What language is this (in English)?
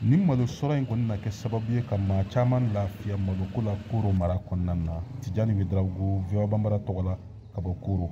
Bambara